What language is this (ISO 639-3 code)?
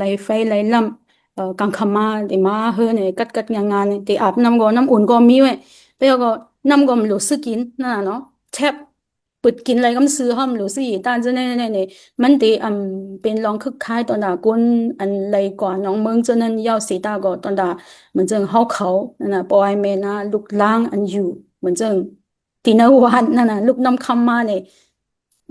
shn